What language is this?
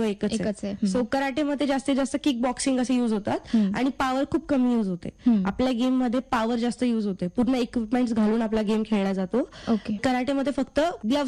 Marathi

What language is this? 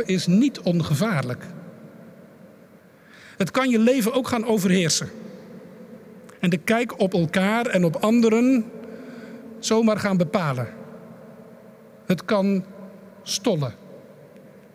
Dutch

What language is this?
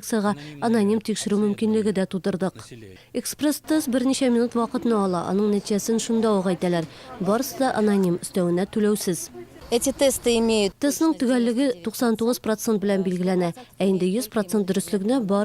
Tatar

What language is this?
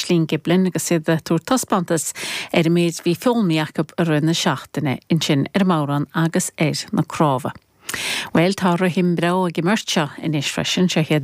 Irish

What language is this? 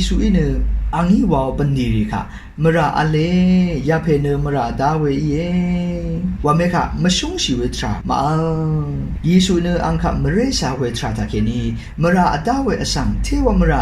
Rawang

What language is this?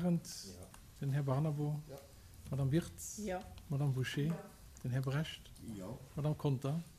Luxembourgish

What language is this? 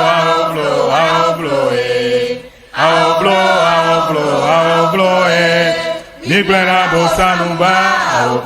Ewe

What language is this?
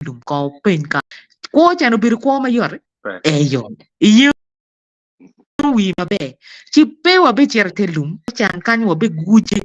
Acoli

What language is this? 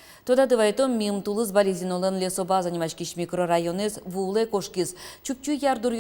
Udmurt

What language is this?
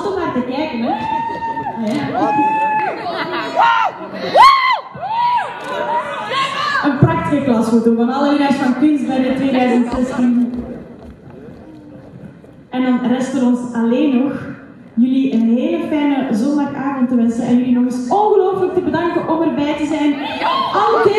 Dutch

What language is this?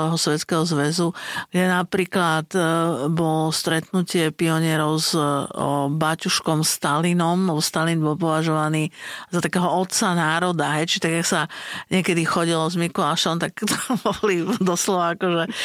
Slovak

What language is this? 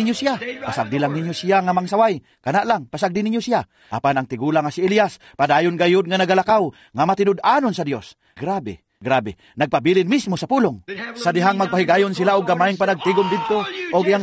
Cebuano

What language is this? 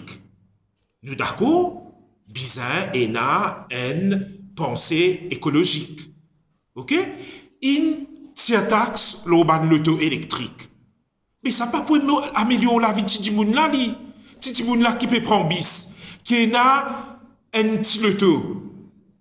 Morisyen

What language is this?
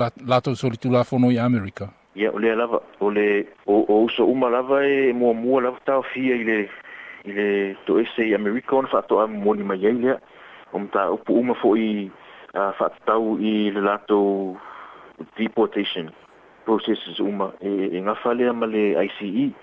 Samoan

